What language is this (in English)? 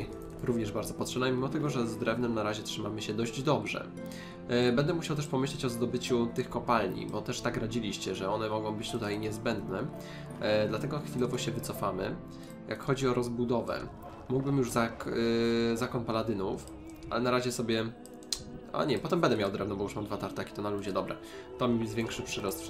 Polish